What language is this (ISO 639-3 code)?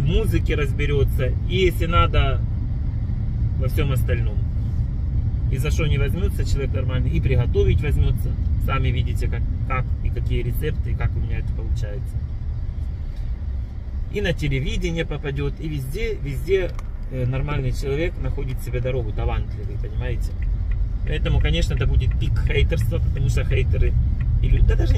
rus